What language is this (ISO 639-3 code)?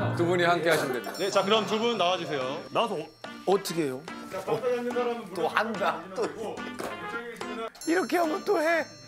kor